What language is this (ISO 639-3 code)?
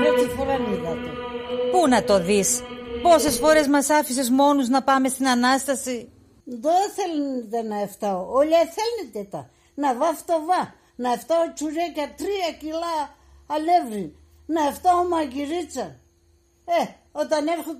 pnt